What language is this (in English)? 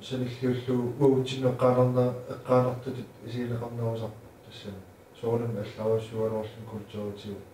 Kalaallisut